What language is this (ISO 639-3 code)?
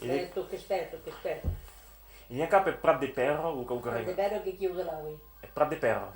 oci